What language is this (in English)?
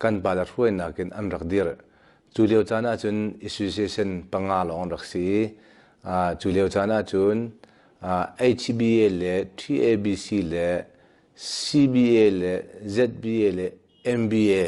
Hakha Chin